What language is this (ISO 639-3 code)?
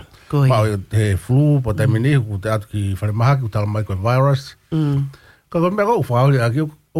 ton